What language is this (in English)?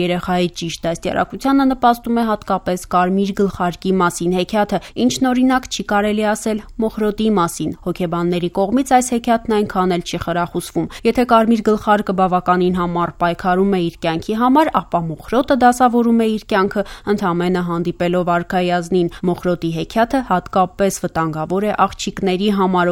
Armenian